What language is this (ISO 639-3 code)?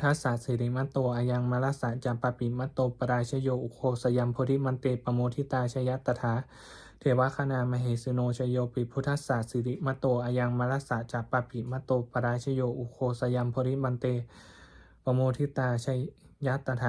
pli